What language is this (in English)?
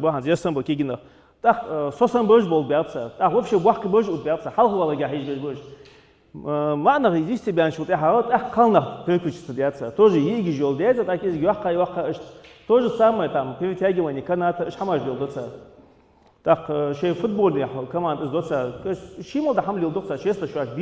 Ingush